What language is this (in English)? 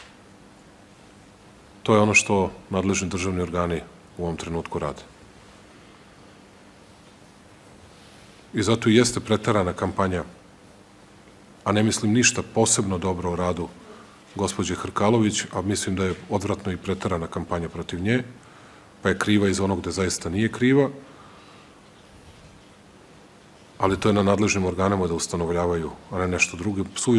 Serbian